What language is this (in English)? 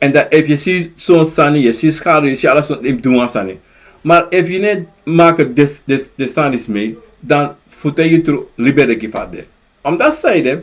Sranan Tongo